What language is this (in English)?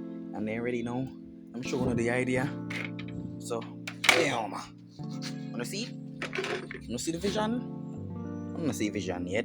Jamaican Creole English